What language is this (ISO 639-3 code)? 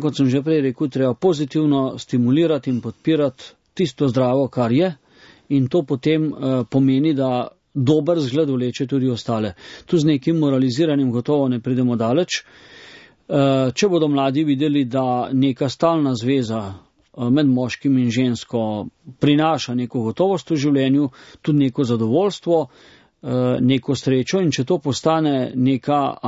slv